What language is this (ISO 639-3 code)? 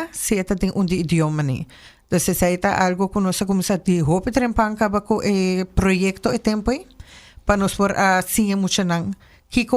pap